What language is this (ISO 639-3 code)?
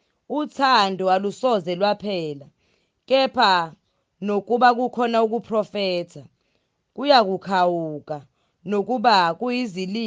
zul